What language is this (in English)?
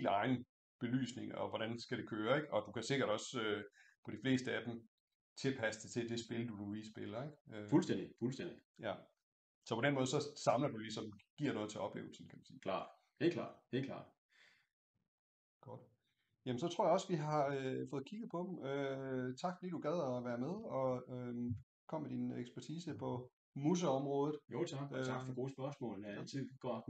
Danish